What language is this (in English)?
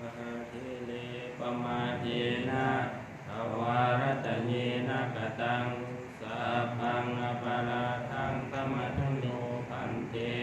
Pali